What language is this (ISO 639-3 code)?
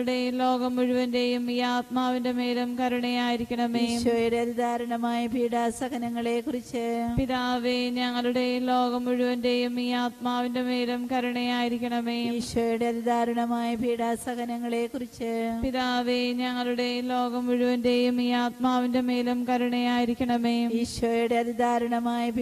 mal